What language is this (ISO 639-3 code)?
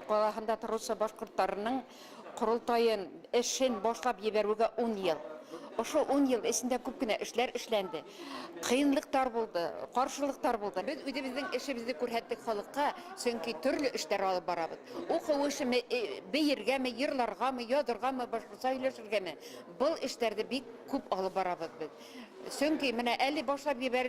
bak